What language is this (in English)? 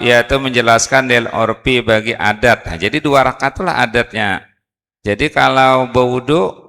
Banjar